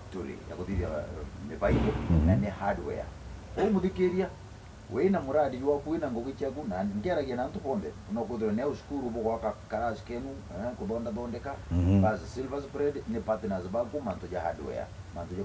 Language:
Meru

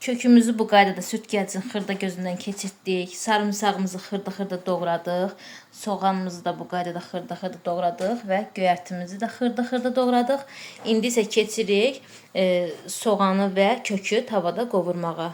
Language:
Azerbaijani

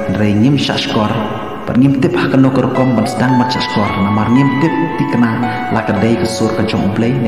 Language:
Khasi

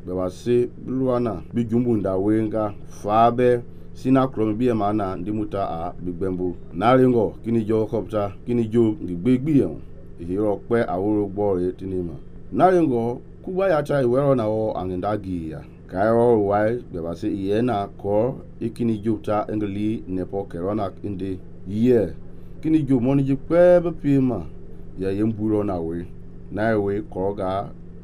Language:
Mende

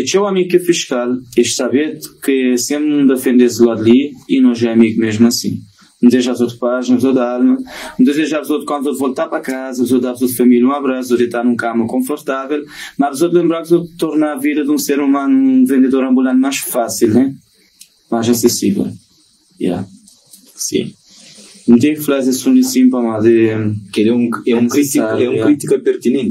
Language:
Kabuverdianu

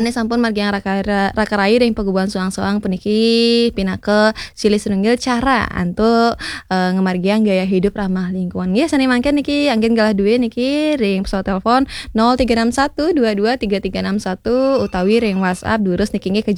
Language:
Balinese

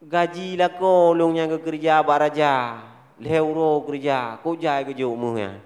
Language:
Achinese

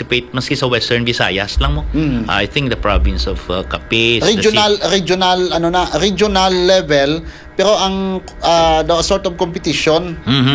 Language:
Hiligaynon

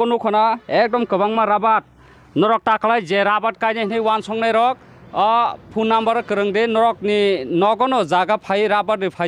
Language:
Kok Borok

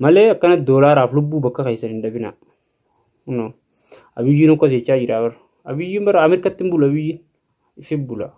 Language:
Oromo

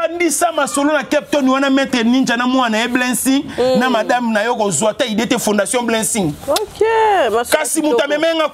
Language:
Lingala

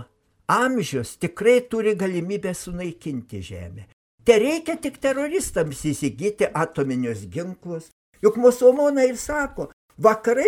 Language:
Lithuanian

